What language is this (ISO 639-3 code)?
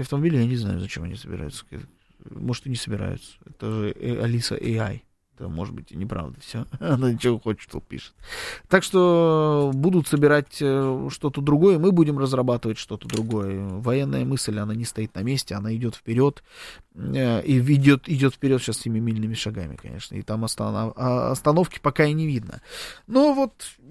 rus